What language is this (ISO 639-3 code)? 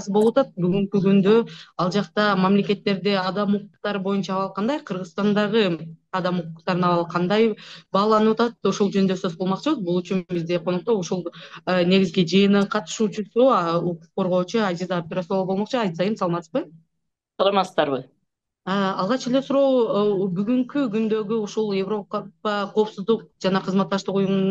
kir